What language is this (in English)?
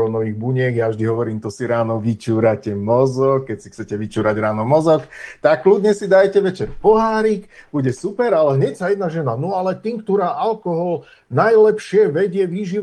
Slovak